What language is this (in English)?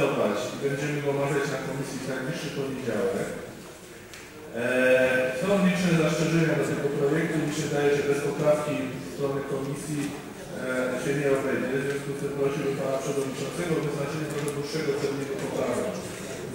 Polish